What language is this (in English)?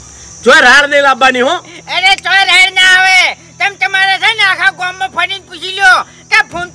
Gujarati